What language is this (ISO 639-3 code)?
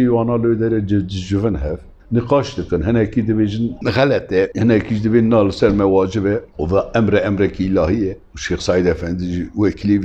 kur